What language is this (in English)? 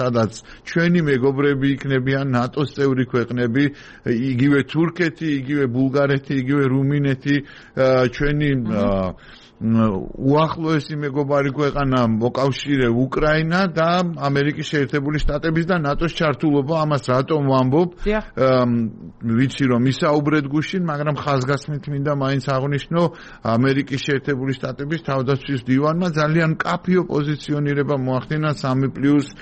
Georgian